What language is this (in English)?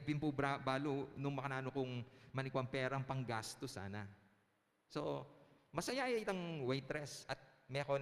Pampanga